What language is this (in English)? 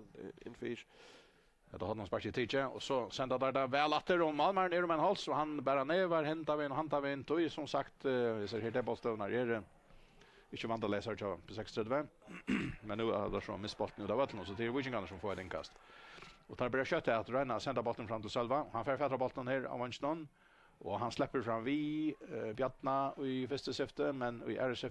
Faroese